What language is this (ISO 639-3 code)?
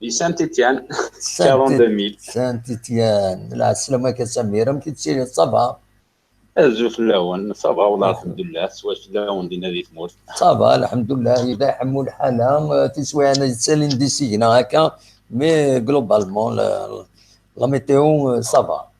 kab